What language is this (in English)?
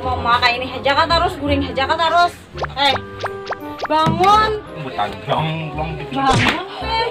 Banjar